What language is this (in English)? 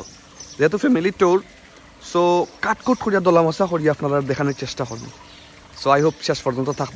Sylheti